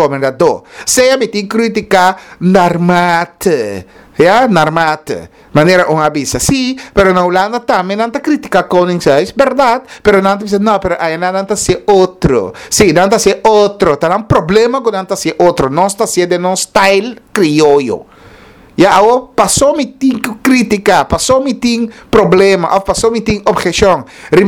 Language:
Papiamento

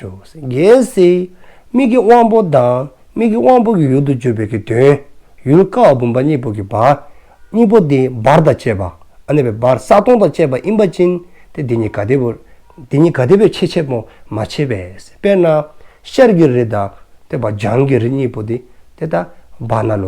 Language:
Dzongkha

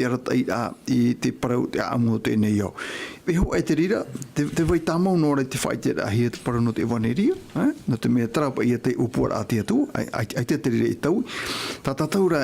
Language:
Tahitian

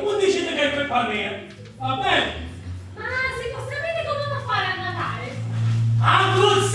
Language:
Sicilian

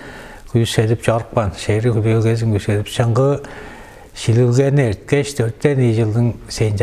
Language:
Tuvinian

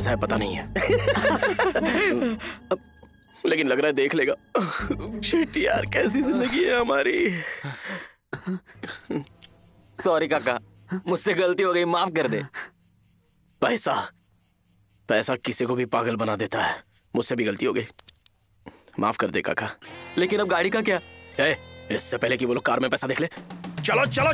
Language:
Hindi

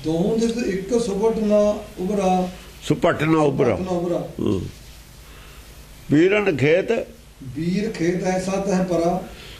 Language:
Punjabi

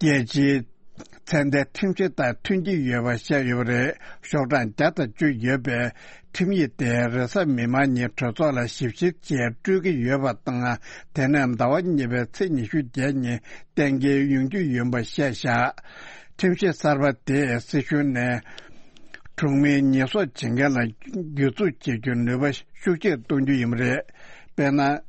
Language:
Tibetan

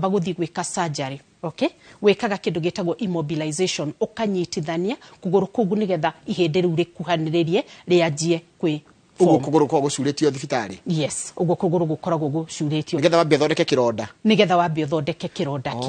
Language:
Kikuyu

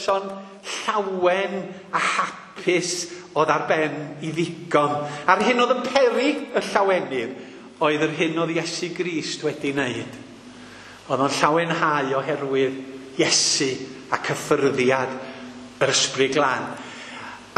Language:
Welsh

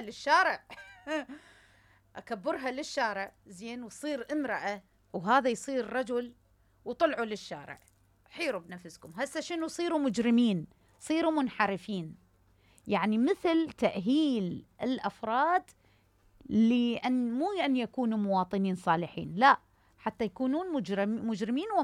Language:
Mesopotamian Arabic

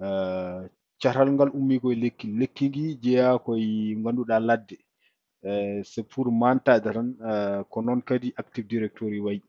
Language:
Fula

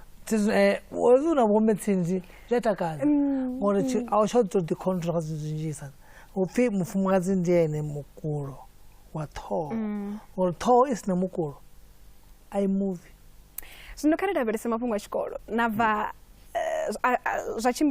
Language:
Venda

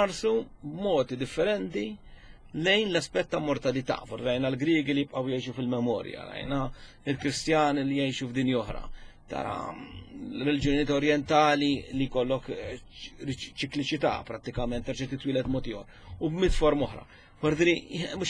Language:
Maltese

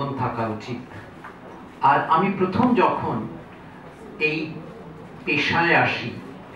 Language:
Bangla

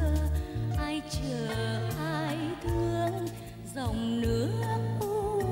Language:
Vietnamese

